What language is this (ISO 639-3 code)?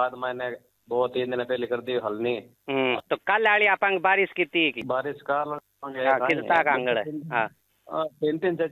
hin